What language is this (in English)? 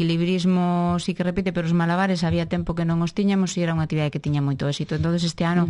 Galician